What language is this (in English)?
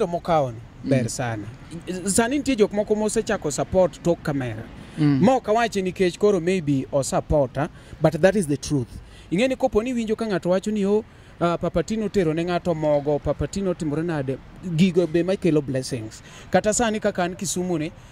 Luo (Kenya and Tanzania)